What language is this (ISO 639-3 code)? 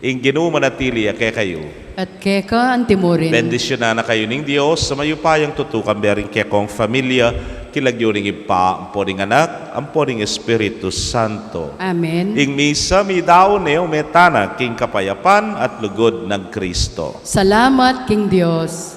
pam